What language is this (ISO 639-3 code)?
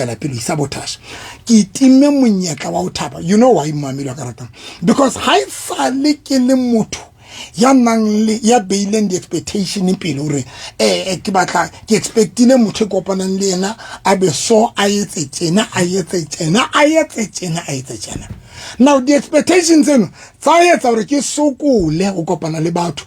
sot